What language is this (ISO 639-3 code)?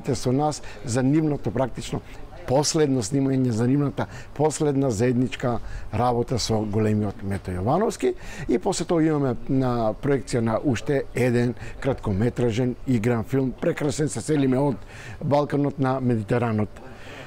mkd